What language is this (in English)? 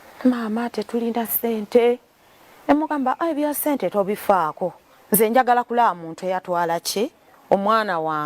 Ganda